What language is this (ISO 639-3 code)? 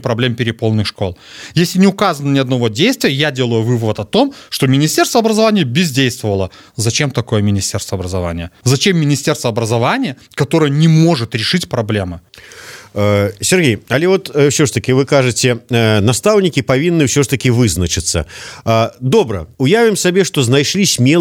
bel